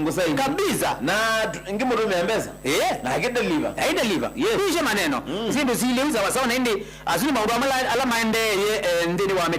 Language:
Kamba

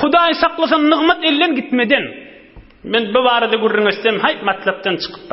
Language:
Turkmen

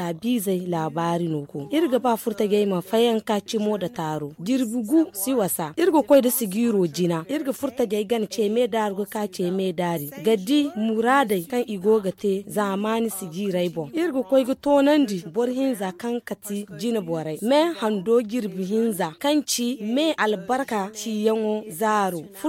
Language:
Zarma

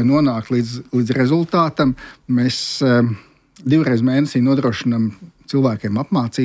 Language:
Latvian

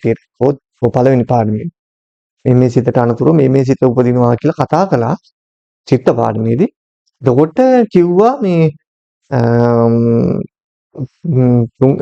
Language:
Sinhala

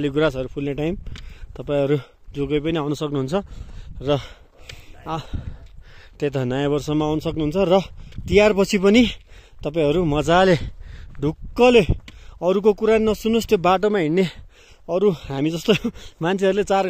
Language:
Nepali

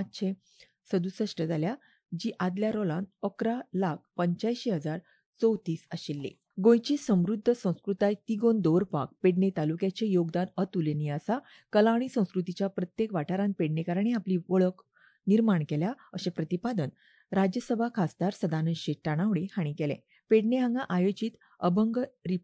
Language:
Konkani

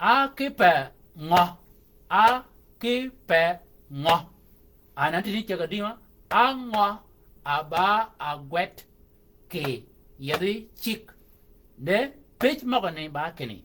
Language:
Shilluk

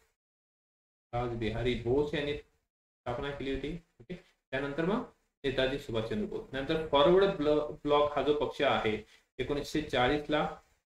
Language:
Marathi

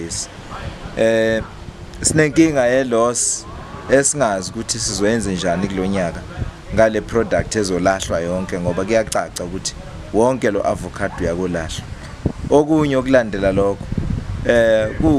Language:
Zulu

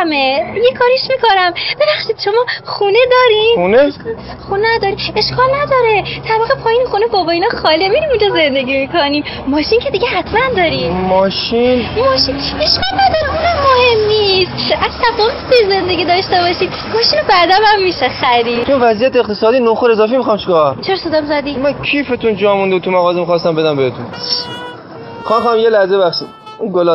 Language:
Persian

